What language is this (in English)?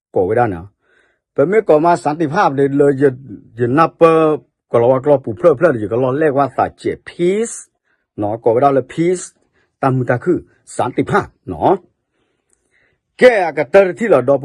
S'gaw Karen